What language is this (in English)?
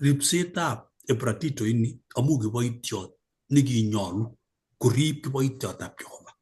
Kalenjin